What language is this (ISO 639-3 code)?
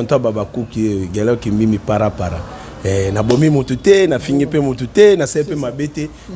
lin